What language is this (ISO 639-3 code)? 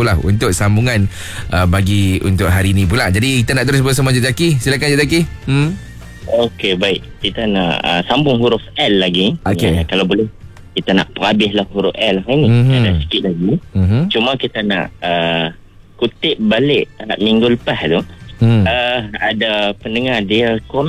msa